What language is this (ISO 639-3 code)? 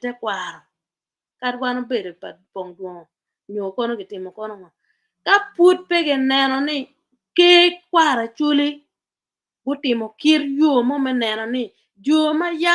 ach